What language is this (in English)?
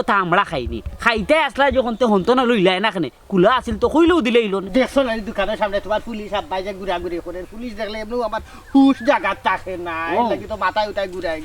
Sylheti